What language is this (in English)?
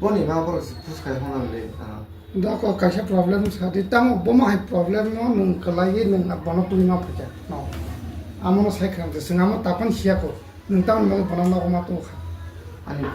Kok Borok